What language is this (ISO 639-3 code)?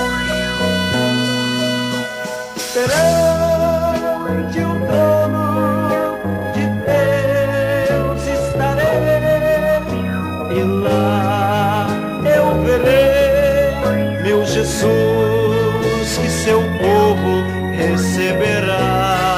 por